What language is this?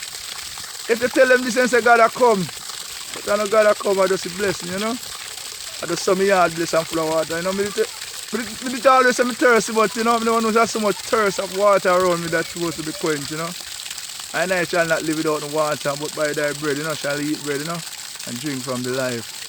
Jamaican Creole English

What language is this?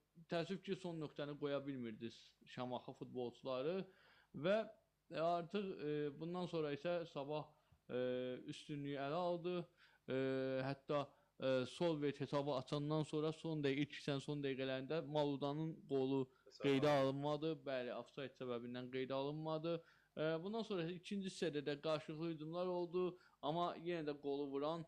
Azerbaijani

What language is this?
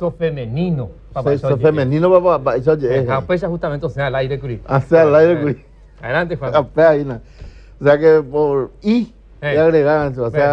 Guarani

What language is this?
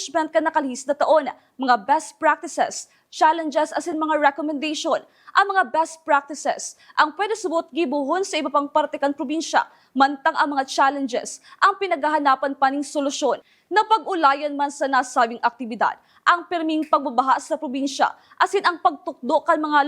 Bikol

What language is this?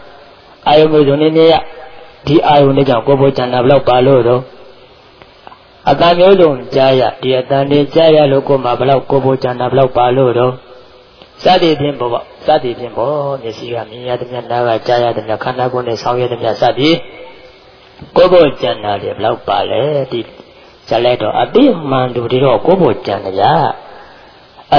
Burmese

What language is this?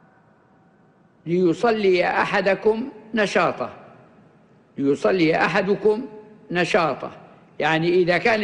Arabic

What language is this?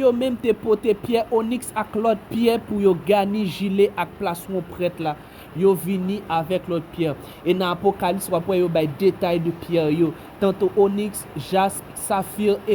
Haitian Creole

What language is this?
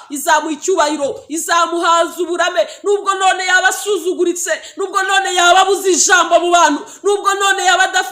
Kinyarwanda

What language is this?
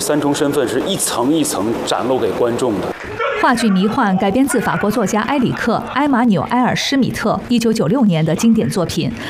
Chinese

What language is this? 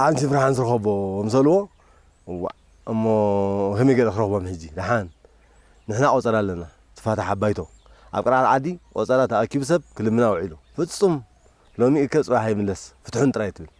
Tigrinya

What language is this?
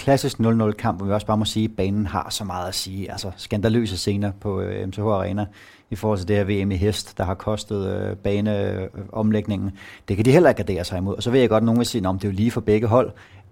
Danish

